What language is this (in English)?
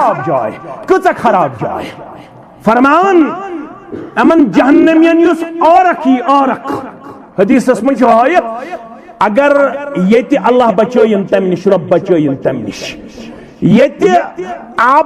Kashmiri